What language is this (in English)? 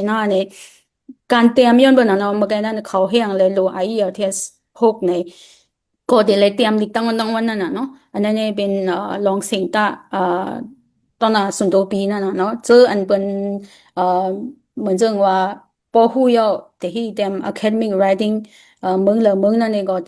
Shan